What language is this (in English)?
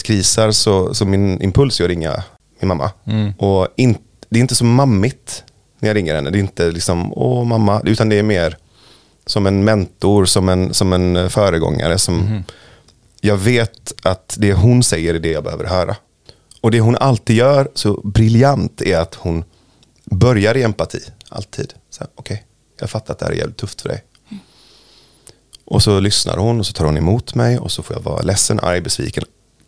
Swedish